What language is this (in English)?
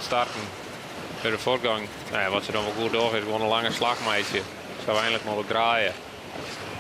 Western Frisian